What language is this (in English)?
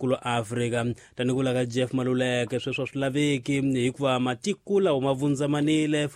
Tsonga